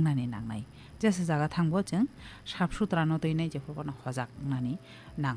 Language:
Kok Borok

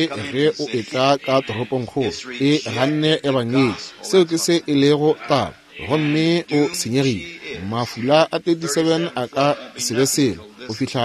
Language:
Northern Sotho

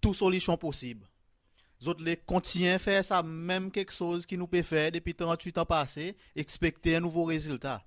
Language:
Seselwa Creole French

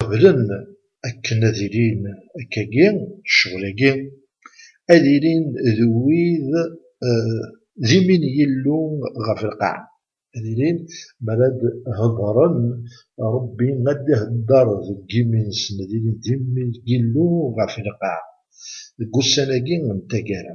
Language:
Kabyle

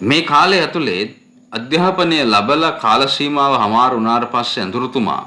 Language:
Sinhala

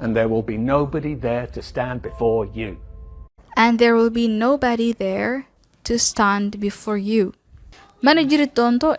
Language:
Somali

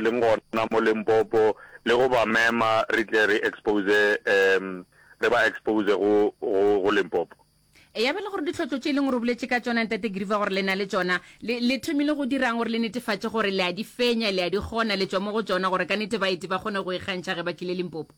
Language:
Northern Sotho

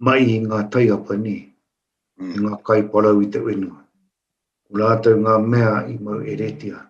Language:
Māori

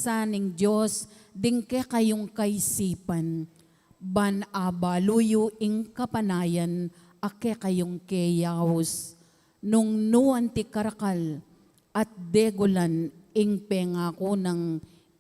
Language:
Pampanga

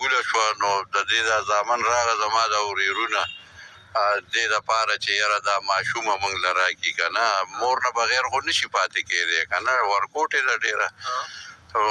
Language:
Pashto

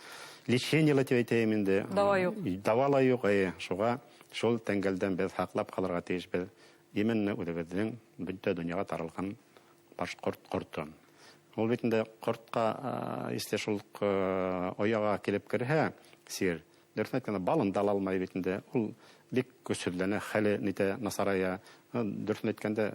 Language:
Bashkir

